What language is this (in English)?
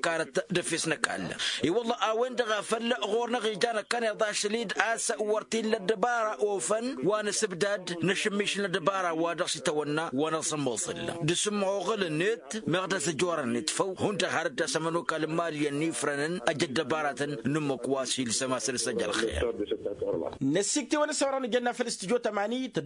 Tamasheq